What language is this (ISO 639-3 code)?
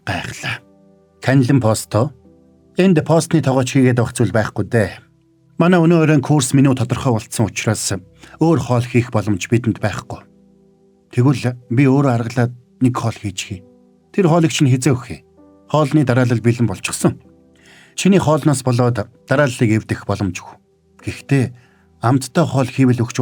mon